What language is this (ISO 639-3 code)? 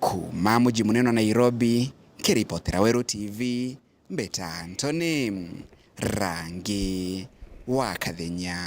mer